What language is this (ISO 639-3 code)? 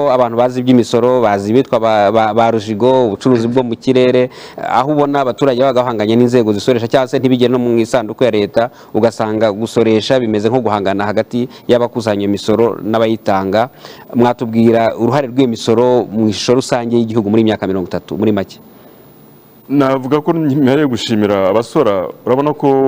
kin